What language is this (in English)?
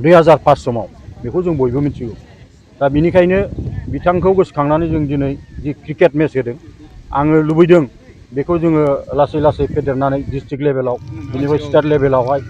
Bodo